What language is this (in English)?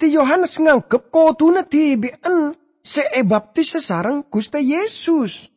Madurese